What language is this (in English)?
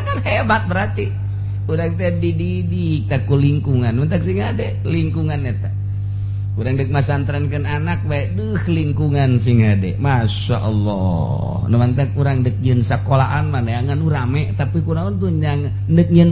Sundanese